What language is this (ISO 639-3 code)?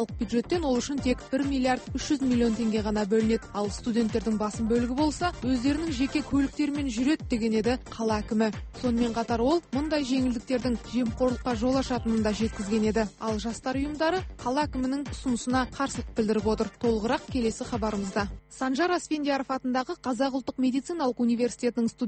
kaz